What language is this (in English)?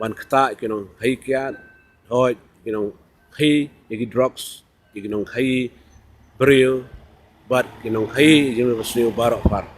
Khasi